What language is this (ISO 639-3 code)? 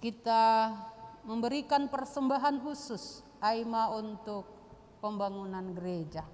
bts